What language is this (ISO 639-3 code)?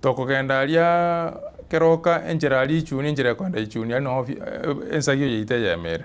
guz